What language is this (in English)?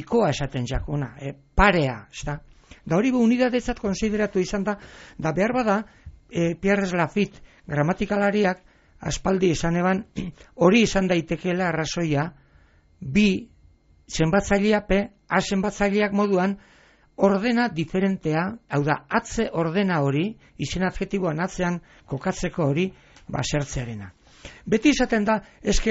Basque